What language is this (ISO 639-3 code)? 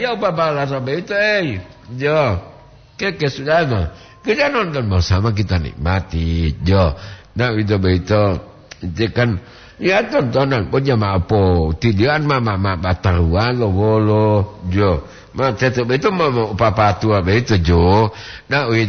gor